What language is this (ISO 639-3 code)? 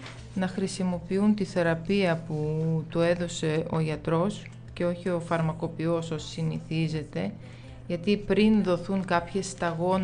ell